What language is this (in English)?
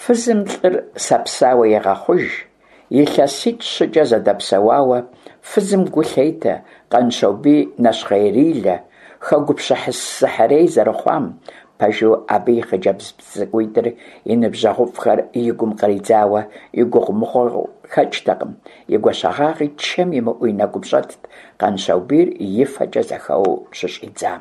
Kabardian